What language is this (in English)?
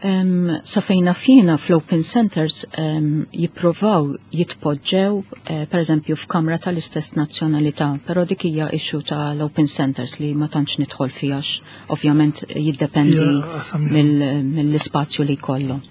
Maltese